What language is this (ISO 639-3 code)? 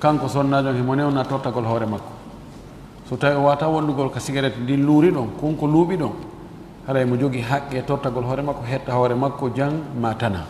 ful